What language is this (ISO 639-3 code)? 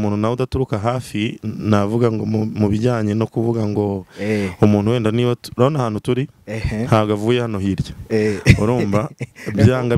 kin